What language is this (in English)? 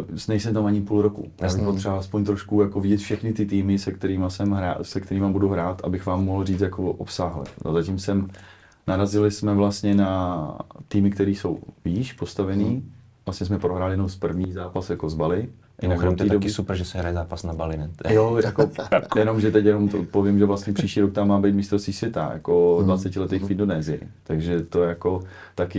Czech